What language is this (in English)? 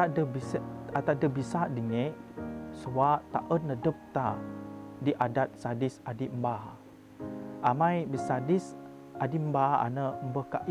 Biatah Bidayuh